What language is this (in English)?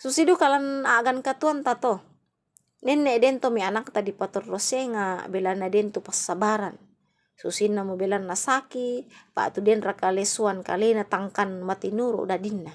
Toraja-Sa'dan